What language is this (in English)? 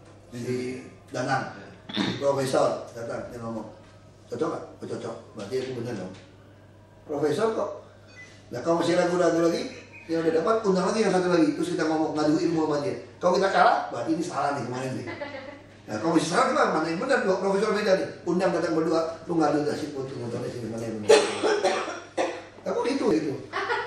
Indonesian